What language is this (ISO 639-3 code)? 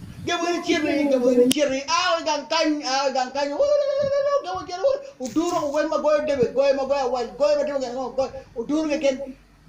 ach